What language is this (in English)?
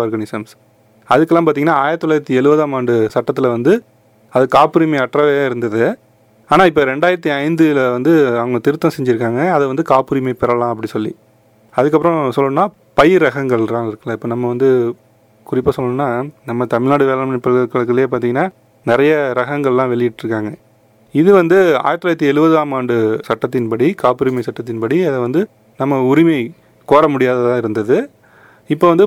Tamil